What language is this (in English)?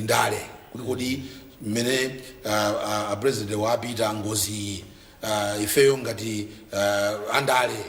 Nyanja